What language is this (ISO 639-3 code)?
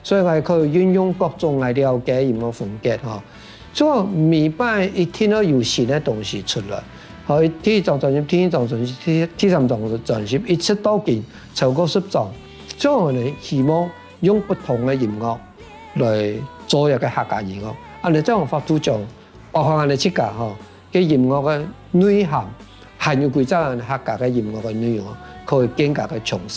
hak